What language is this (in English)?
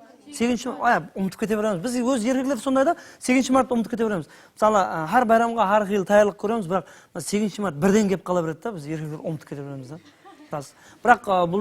Kara-Kalpak